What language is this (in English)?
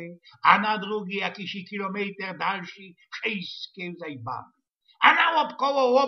Silesian